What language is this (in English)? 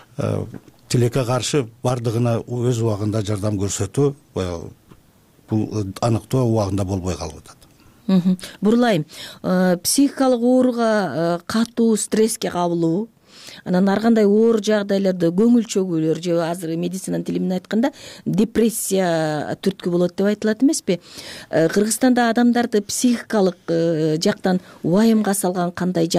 Kyrgyz